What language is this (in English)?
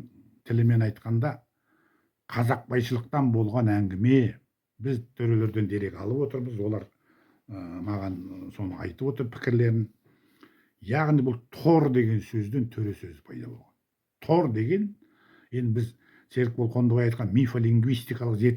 Kazakh